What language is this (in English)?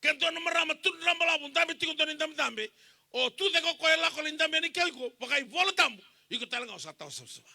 Fijian